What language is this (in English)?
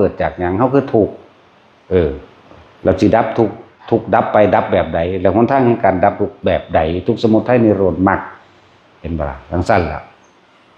Northeastern Thai